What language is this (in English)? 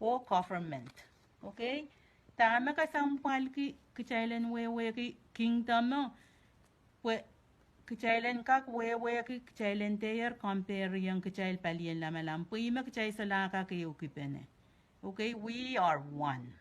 Pohnpeian